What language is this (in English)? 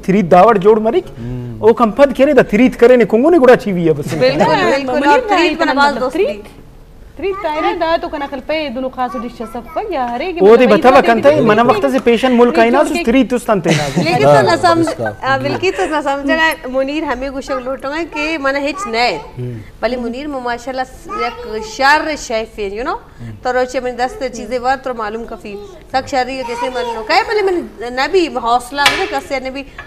Eastern Balochi